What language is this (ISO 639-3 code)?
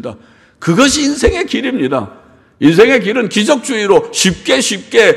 kor